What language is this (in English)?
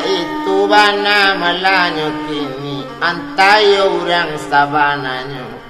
Minangkabau